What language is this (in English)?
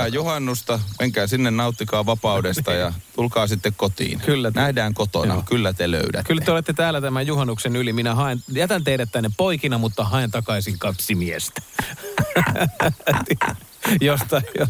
Finnish